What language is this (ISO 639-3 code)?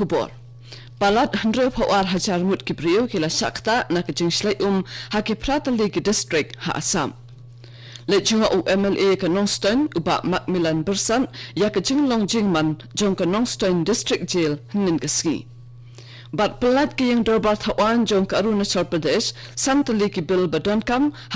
kha